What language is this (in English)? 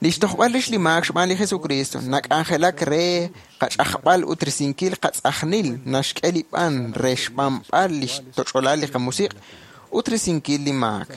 Kekchí